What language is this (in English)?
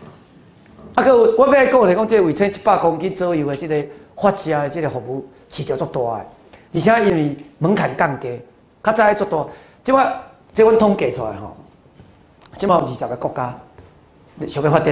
Min Nan Chinese